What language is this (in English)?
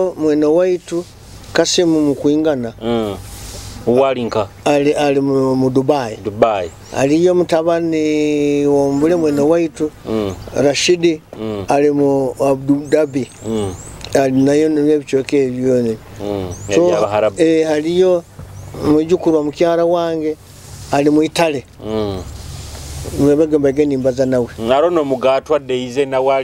Nyoro